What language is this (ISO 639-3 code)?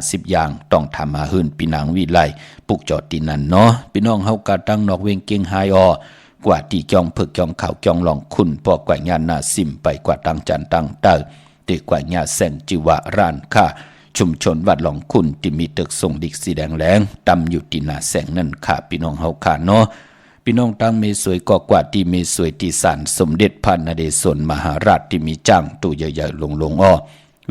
shn